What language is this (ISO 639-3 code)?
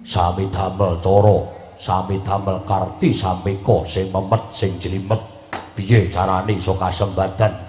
jav